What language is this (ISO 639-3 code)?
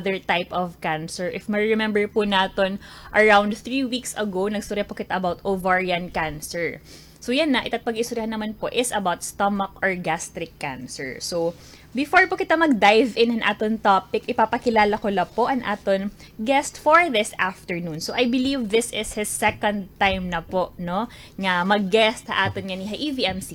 war